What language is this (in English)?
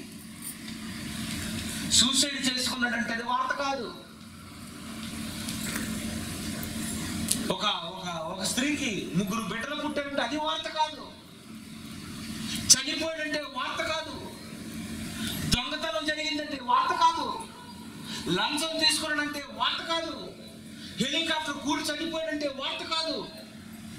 Telugu